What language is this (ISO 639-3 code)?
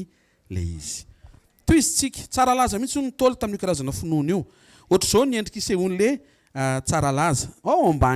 mlg